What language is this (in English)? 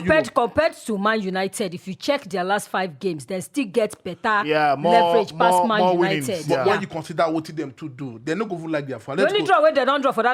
Nigerian Pidgin